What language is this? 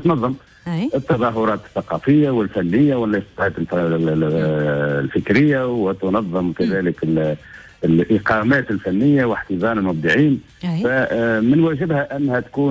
Tunisian Arabic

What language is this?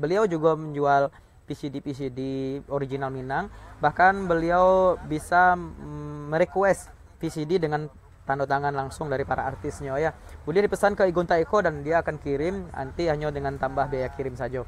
Minangkabau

